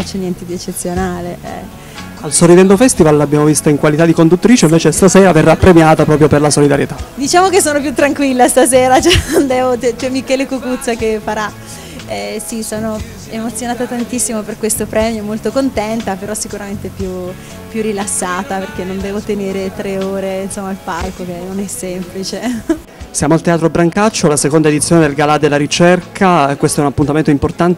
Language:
Italian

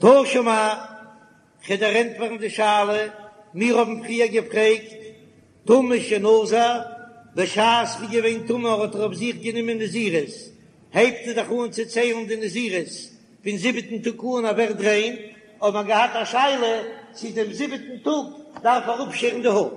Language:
Yiddish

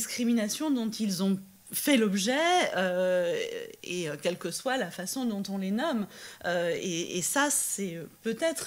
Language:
French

